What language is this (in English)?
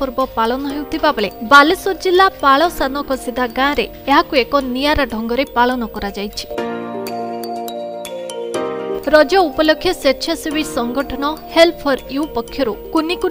Odia